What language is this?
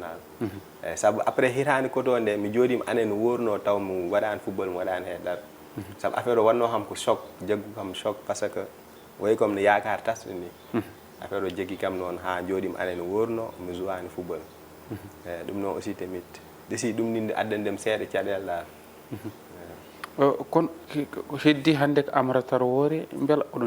Fula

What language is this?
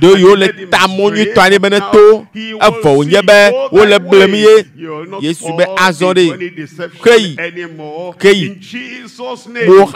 Ewe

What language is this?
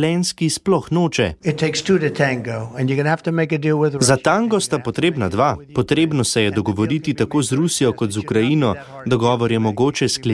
Slovenian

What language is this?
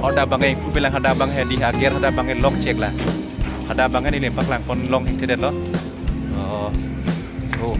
Karbi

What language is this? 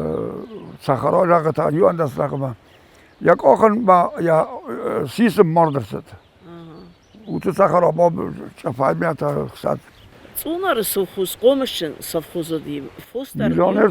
Ossetic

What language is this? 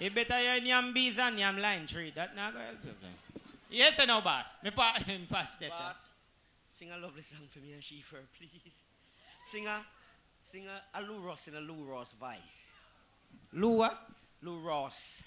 Jamaican Creole English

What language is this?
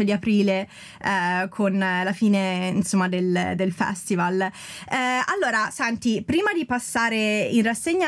Italian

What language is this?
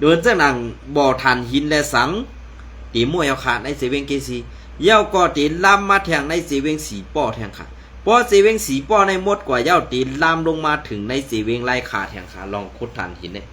Shan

